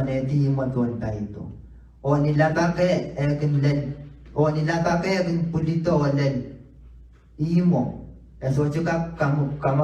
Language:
Pohnpeian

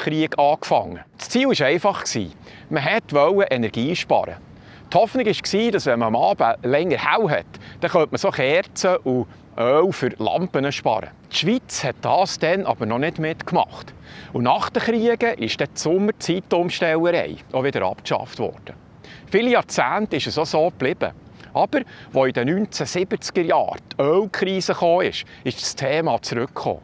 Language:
Swiss German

